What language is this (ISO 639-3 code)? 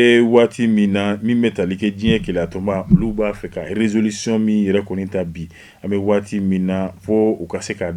bam